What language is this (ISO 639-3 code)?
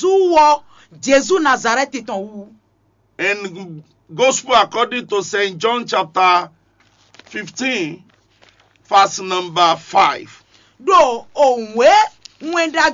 fon